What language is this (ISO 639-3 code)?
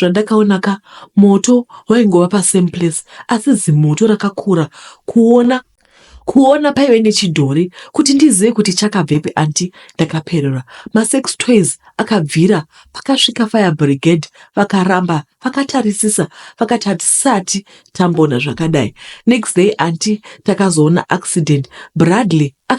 sna